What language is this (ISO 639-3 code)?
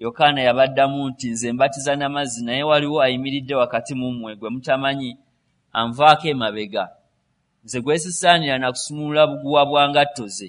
lug